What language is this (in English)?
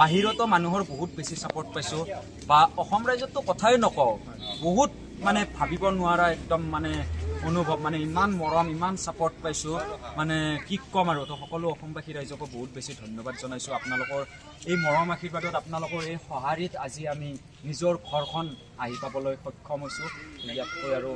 Assamese